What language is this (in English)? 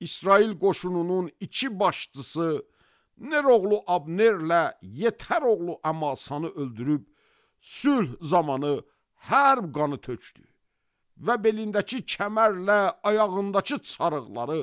Azerbaijani